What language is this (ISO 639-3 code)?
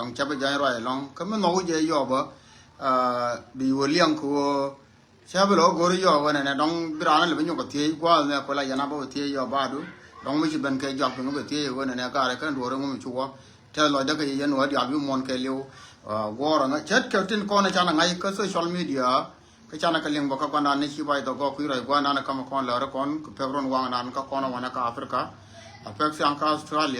nus